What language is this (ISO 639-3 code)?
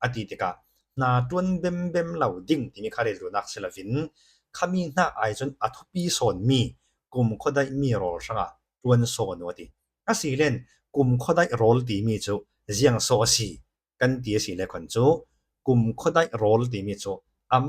cfm